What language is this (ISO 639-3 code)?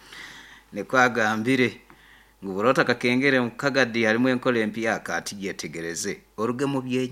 nyo